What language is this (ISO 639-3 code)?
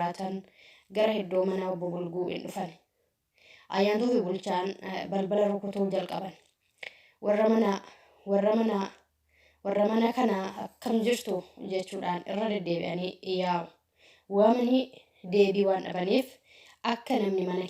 orm